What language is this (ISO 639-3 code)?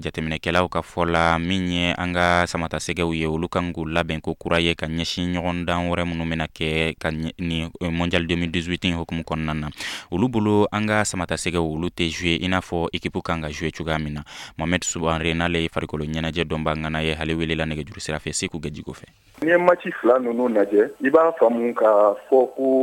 bam